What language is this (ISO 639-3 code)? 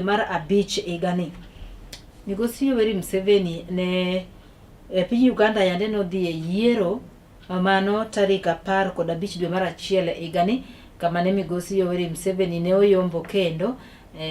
luo